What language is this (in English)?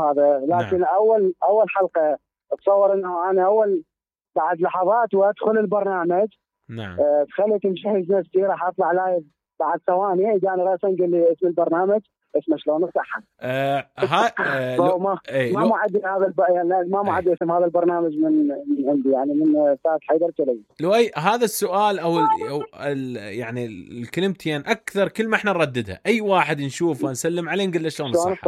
Mesopotamian Arabic